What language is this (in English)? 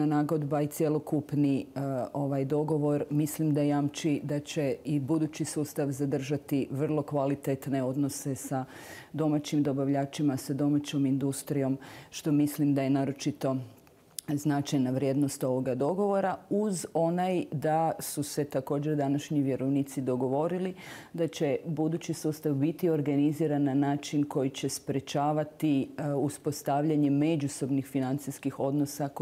Croatian